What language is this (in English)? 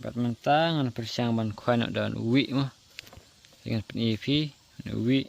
Khasi